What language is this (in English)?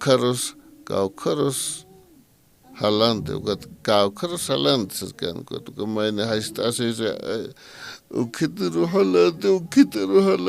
Aymara